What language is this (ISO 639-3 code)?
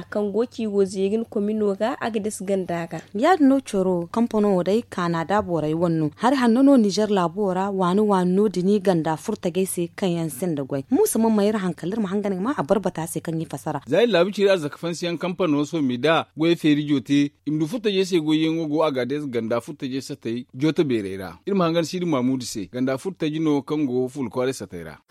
dje